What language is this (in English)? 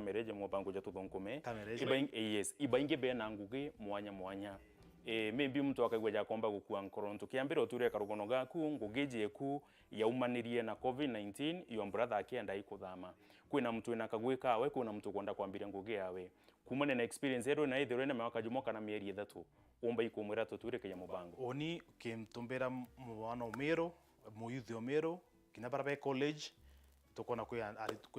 Meru